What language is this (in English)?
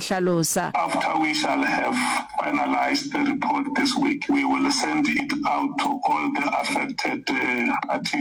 Northern Sotho